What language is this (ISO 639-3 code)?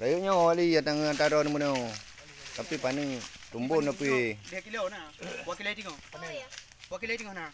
ace